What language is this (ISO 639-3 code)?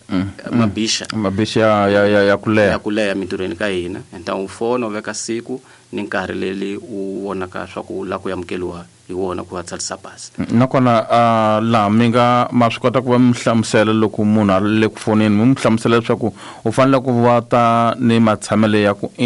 tso